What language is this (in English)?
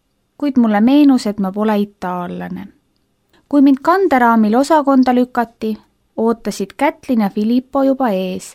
Estonian